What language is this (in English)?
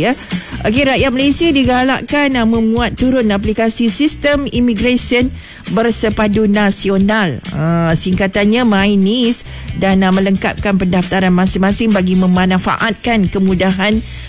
Malay